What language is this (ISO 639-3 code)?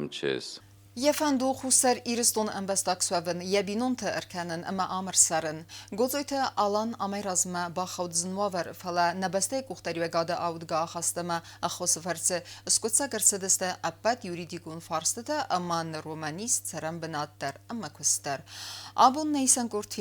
oss